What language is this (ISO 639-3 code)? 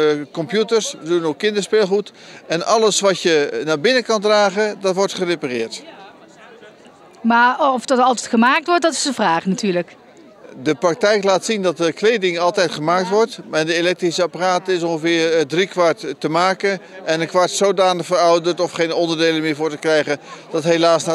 nld